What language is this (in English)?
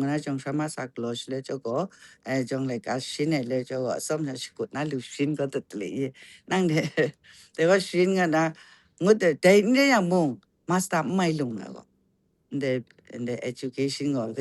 Kachin